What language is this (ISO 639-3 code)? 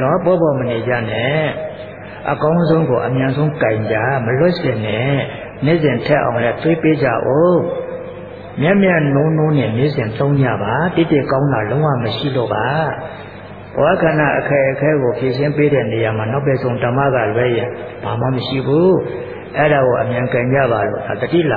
mya